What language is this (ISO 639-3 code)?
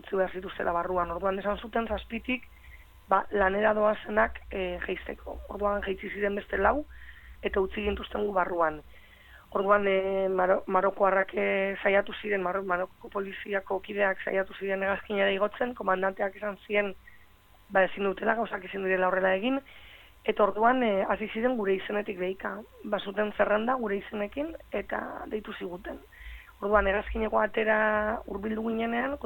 eus